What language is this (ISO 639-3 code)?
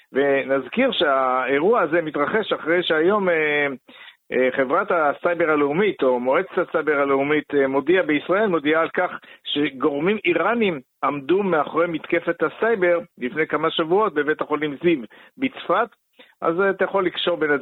heb